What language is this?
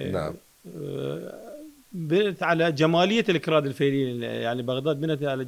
Mesopotamian Arabic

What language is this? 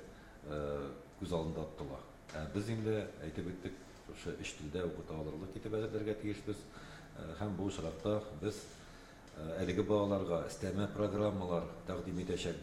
Tatar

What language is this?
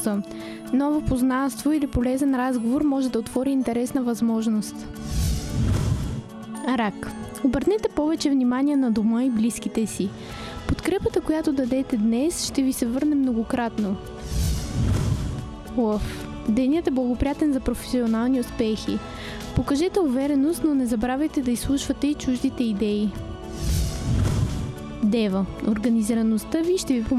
Bulgarian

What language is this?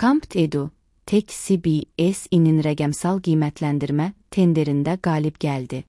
Azerbaijani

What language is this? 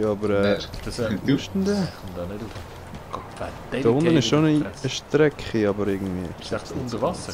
Swiss German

